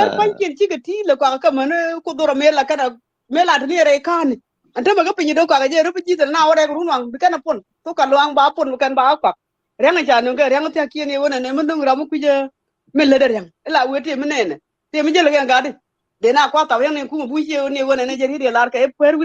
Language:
Nuer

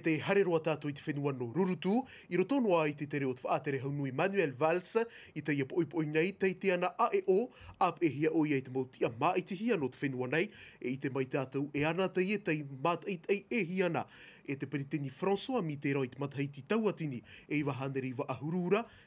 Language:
Tahitian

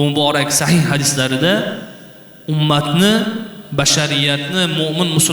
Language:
Uzbek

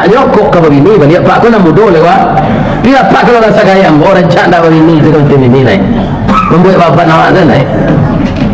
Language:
Minangkabau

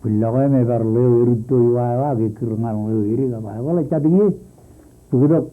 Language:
Marshallese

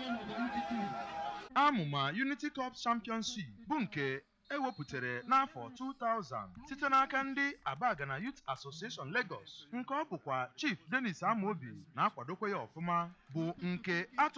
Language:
Igbo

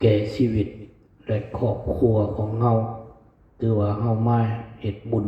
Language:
Lao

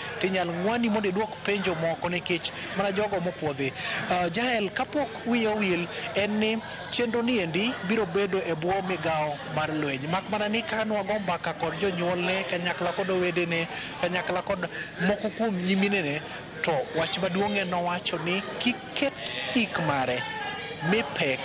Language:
Luo (Kenya and Tanzania)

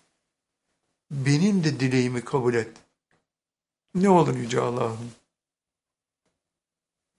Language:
Turkish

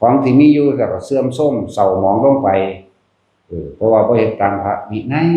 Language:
Northeastern Thai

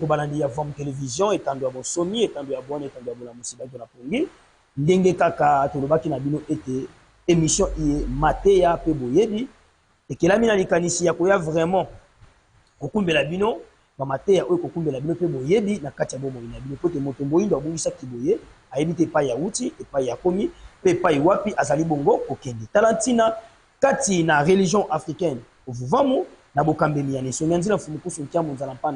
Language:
Lingala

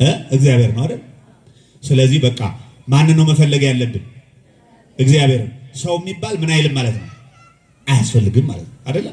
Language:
Amharic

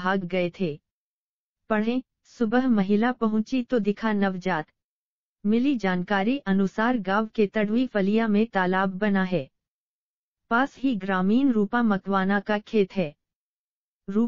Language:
Hindi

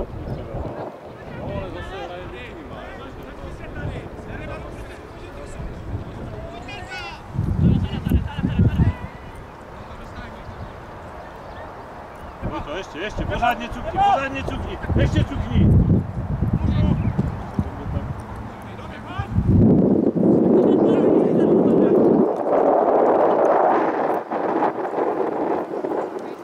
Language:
Czech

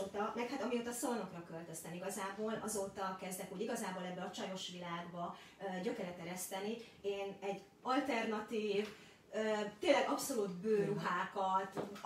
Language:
Hungarian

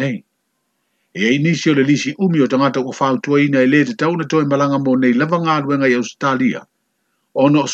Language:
Samoan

